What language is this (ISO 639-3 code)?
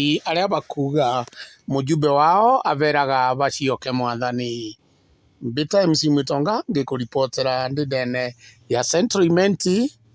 mer